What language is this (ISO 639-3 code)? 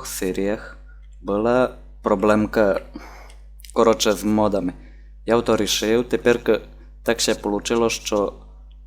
rue